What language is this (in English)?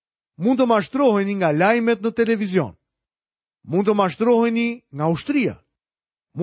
Albanian